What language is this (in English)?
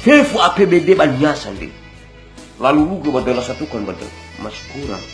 Nias